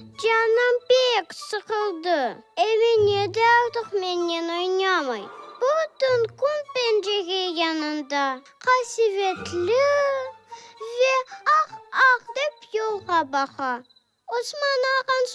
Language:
Crimean Tatar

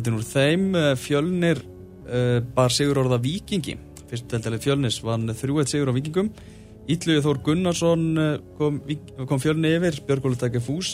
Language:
Icelandic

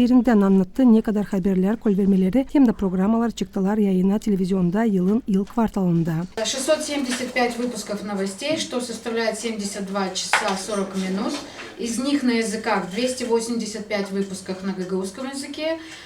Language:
Gagauz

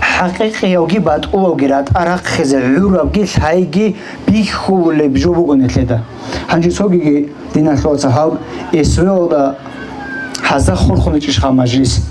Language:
Avaric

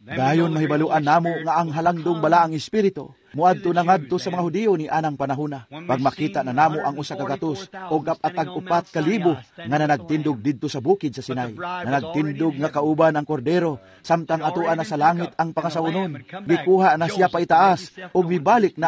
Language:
Cebuano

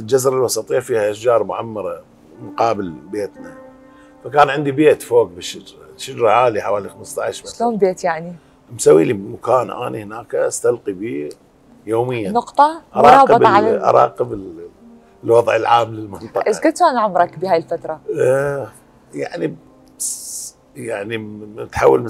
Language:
Mesopotamian Arabic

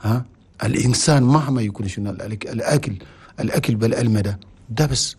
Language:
Chadian Arabic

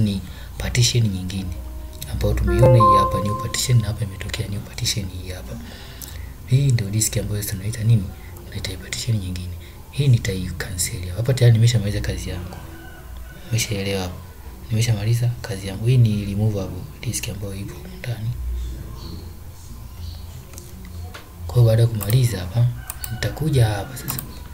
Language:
Swahili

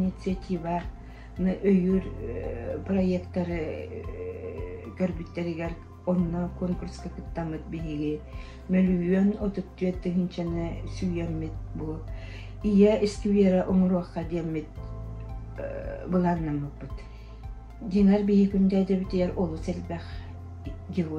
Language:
Yakut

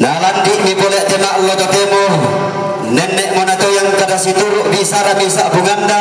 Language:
Toraja-Sa'dan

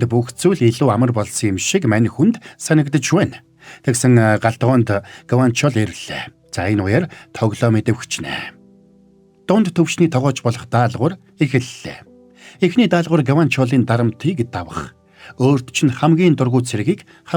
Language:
Mongolian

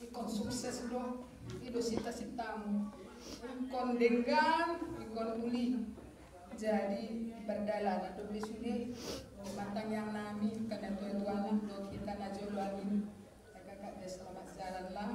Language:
Batak Toba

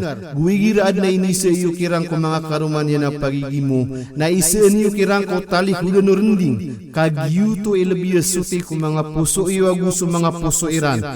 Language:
Maranao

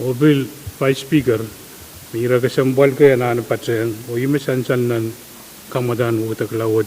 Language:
Pohnpeian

